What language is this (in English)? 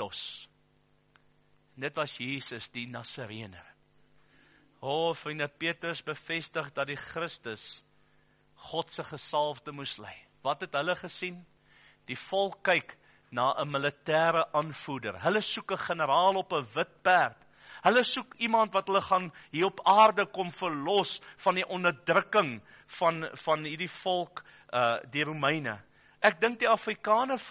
Afrikaans